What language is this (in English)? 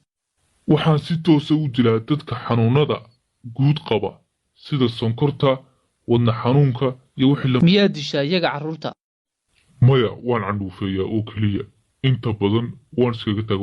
Somali